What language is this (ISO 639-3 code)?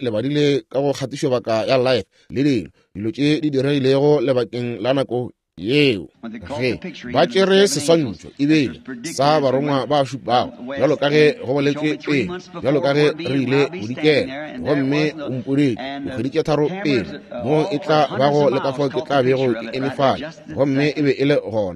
nso